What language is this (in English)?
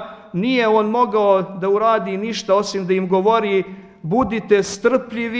Bosnian